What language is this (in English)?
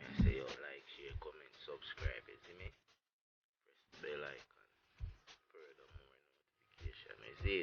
Jamaican Creole English